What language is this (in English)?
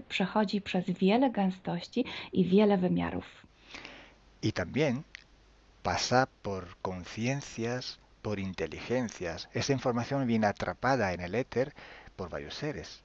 Polish